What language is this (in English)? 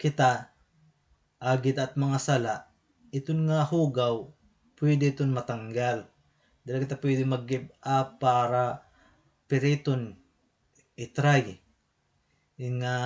Waray